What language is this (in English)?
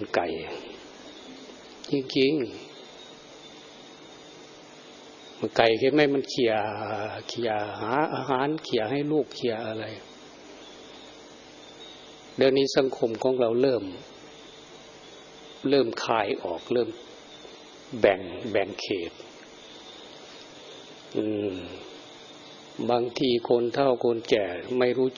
Thai